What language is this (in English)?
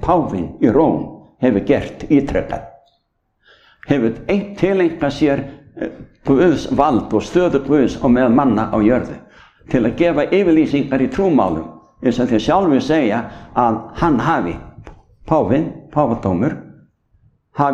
Icelandic